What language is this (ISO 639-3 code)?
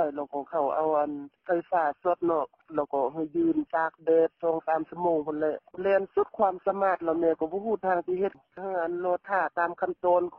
lao